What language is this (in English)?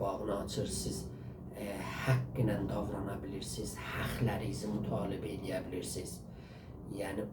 South Azerbaijani